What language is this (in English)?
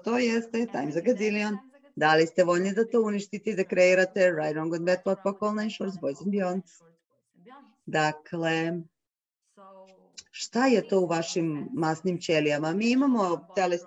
Serbian